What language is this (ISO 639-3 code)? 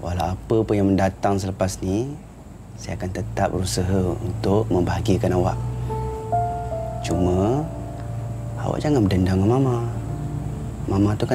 msa